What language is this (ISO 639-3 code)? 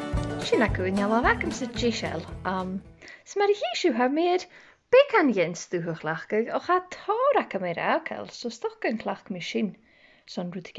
gla